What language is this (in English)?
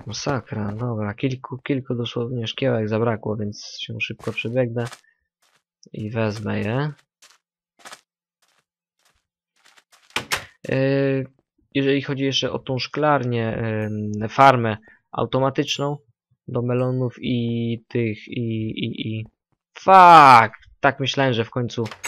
Polish